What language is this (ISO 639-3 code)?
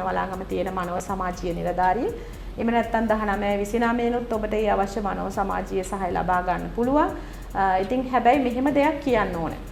sin